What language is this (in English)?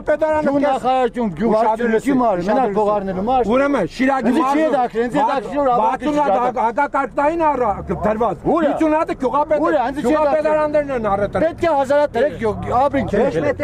Armenian